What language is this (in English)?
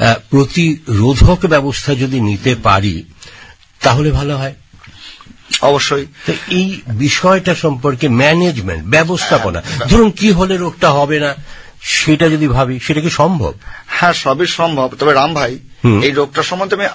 Bangla